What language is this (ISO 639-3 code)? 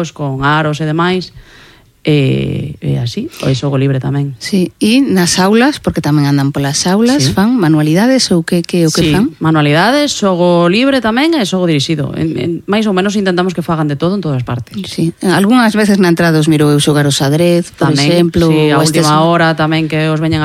glg